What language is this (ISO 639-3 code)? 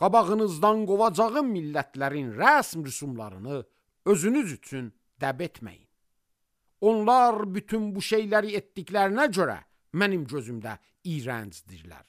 aze